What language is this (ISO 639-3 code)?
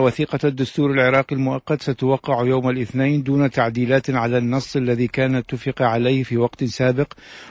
ara